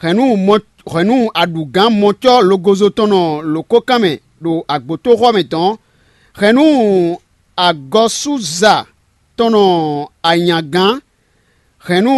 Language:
Fon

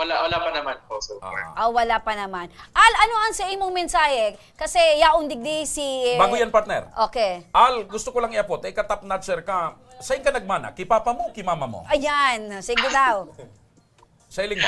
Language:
Bikol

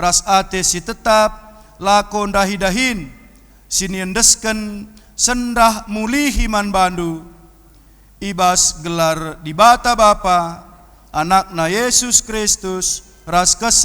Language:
Batak Karo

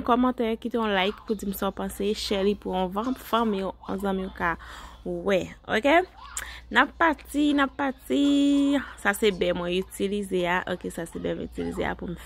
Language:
Haitian Creole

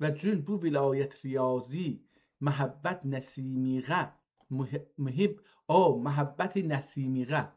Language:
South Azerbaijani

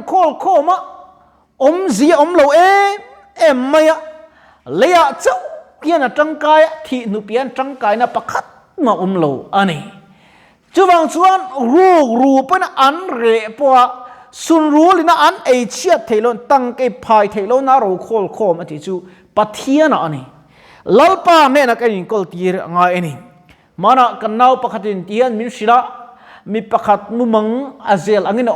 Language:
Mizo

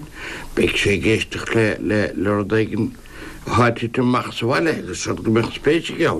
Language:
Irish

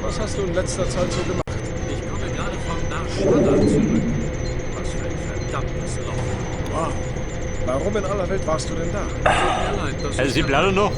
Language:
Bavarian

